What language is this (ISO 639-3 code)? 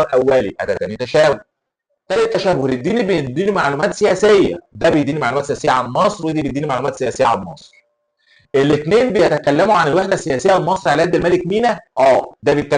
arz